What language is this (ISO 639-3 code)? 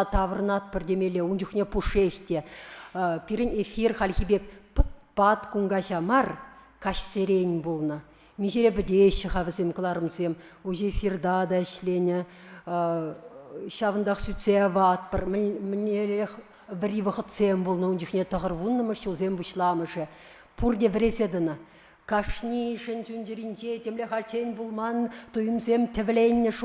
chv